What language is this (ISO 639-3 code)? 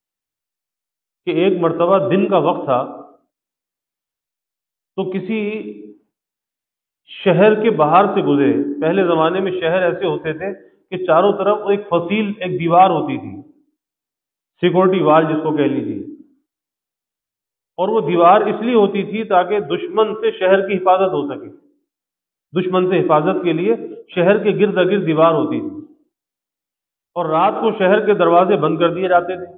urd